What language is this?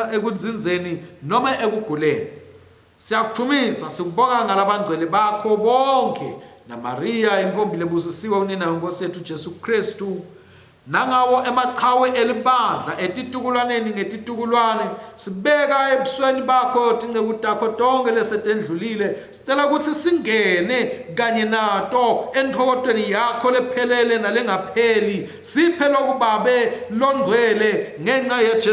Swati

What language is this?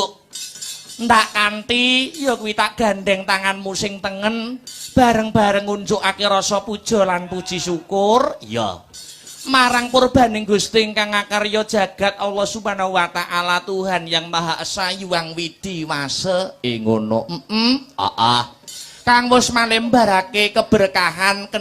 Javanese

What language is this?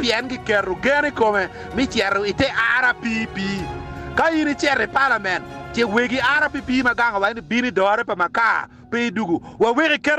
Acoli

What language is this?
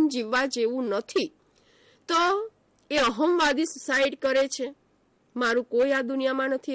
Gujarati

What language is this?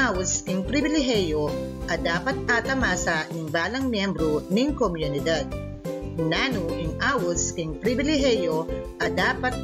Pampanga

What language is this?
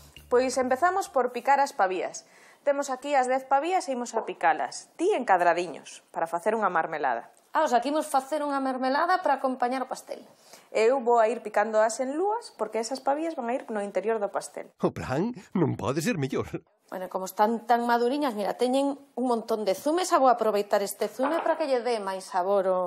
Galician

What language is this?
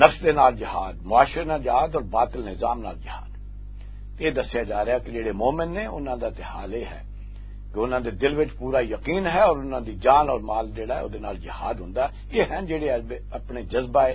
Western Panjabi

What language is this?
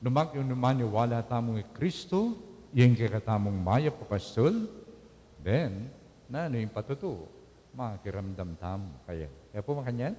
Pampanga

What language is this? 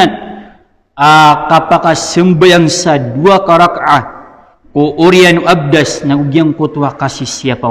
Maranao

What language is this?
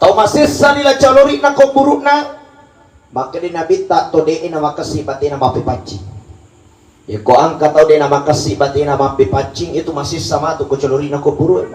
Buginese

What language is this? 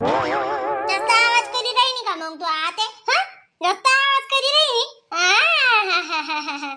Khandesi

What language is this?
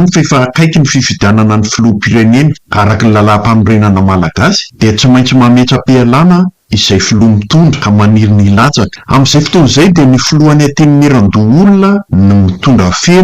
Malagasy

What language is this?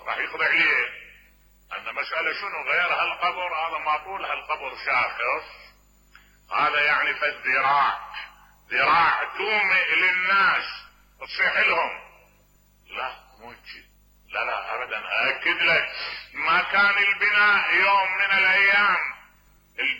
Mesopotamian Arabic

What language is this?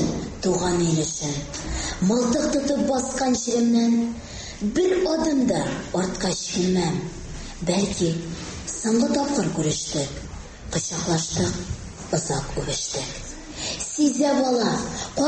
Tatar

